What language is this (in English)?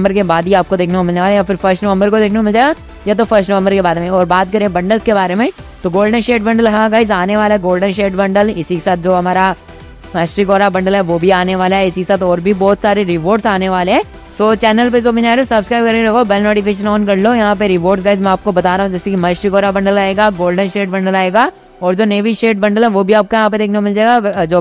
Hindi